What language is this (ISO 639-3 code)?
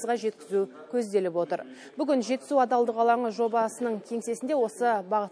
kaz